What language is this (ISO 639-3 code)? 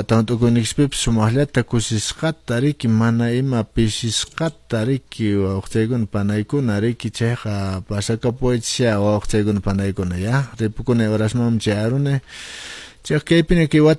que